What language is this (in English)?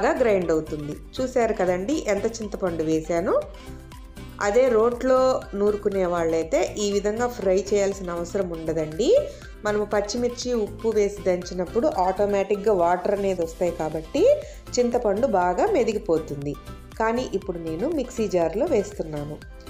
Telugu